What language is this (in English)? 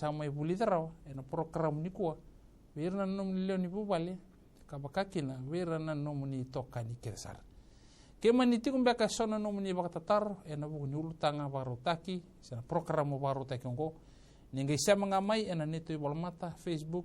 Fijian